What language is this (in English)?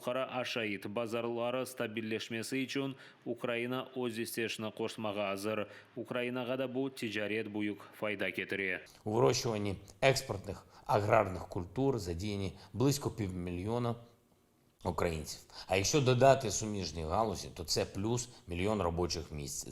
Crimean Tatar